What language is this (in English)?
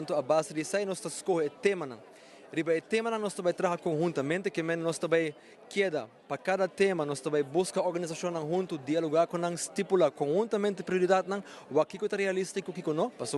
Papiamento